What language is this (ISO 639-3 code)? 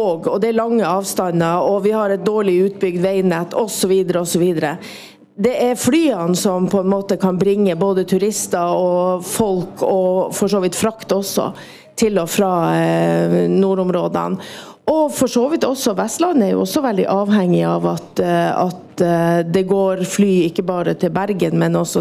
nor